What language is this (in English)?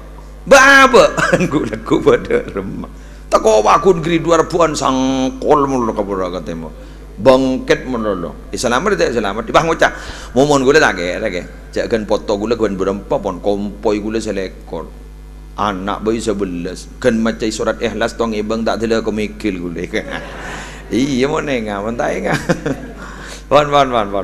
Madurese